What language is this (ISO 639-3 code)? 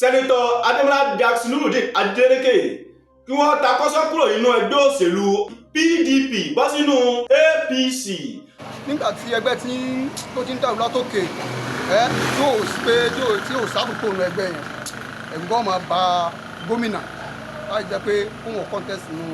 yor